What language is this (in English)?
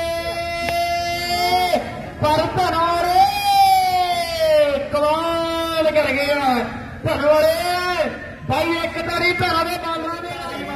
Punjabi